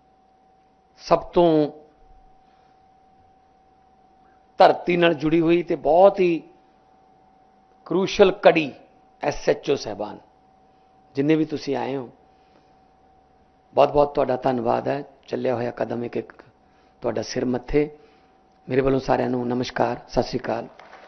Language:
Punjabi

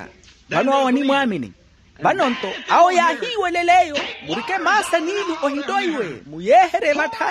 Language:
Makhuwa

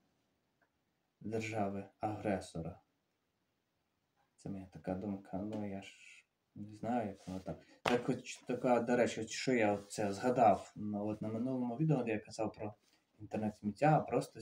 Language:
Ukrainian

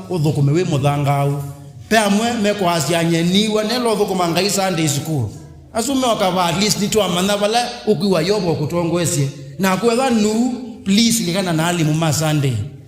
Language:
Kamba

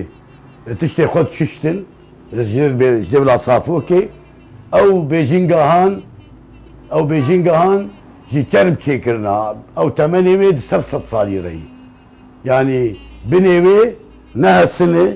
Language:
Kurdish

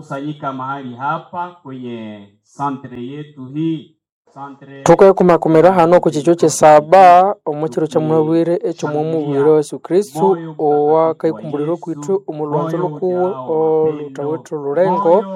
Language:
Nande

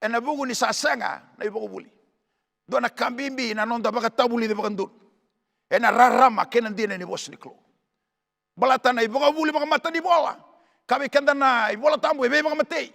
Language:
Fijian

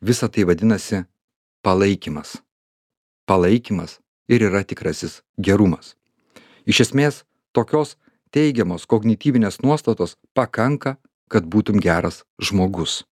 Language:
Lithuanian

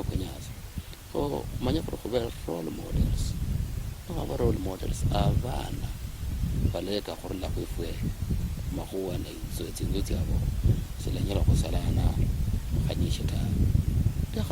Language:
Luyia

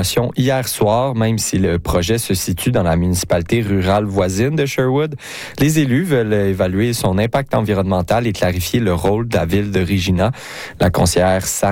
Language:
French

